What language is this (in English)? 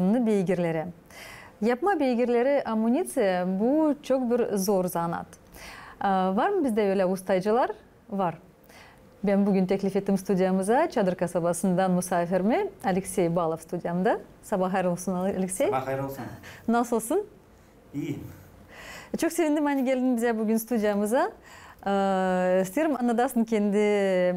Gagauz